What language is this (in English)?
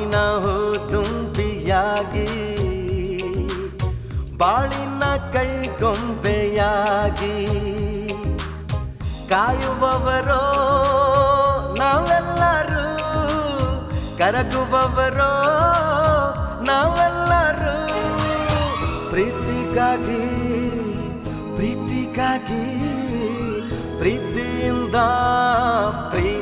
Kannada